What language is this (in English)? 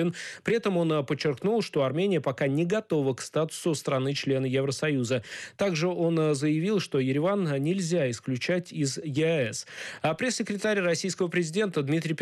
Russian